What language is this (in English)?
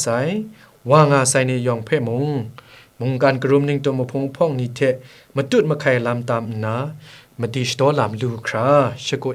Kachin